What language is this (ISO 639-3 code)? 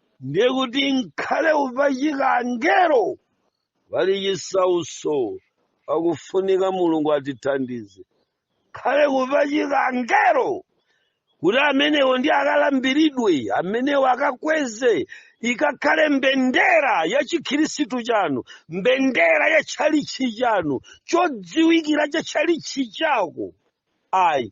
nya